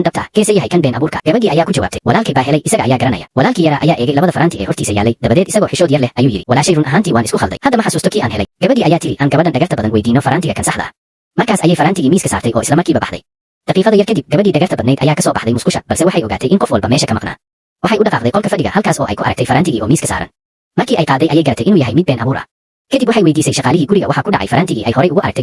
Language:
Somali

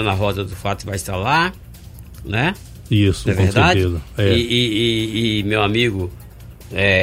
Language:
Portuguese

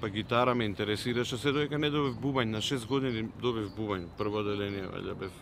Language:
Macedonian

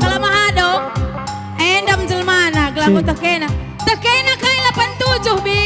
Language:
Batak Karo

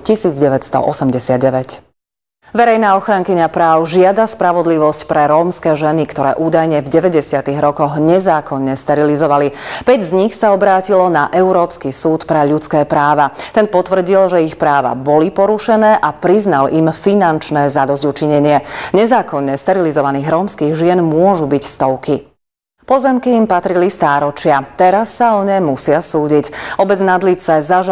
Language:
Slovak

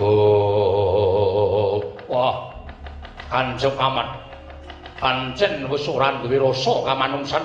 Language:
Javanese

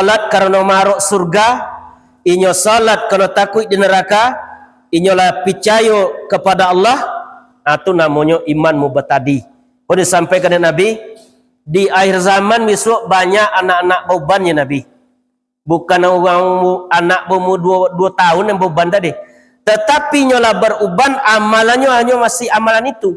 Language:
Minangkabau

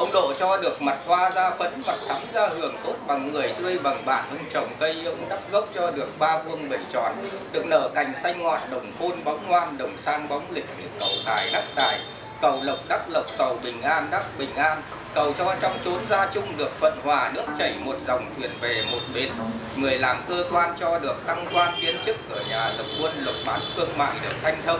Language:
Vietnamese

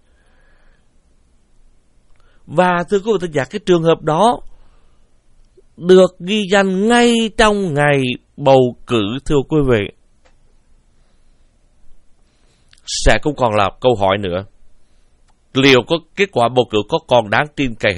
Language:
Vietnamese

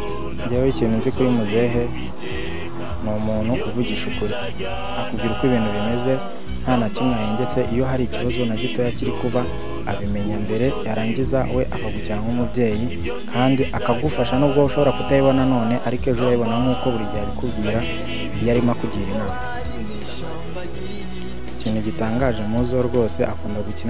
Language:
Kinyarwanda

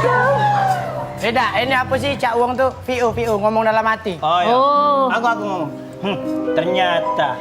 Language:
Musi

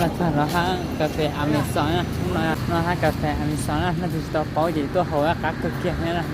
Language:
Hmong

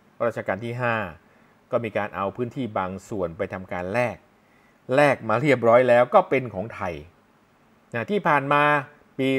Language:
Thai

